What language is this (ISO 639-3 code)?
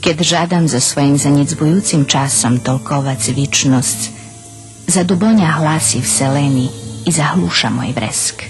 rue